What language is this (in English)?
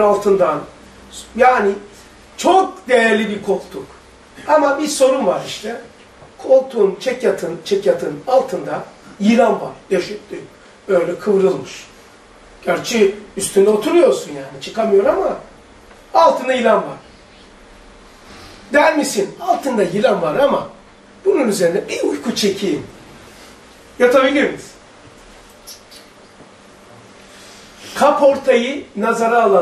Turkish